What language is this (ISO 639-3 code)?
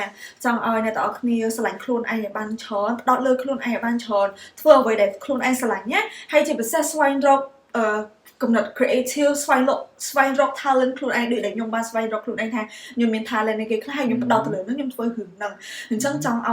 khm